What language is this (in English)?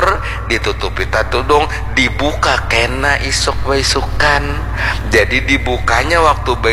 Banjar